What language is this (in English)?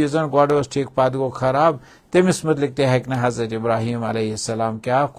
Kashmiri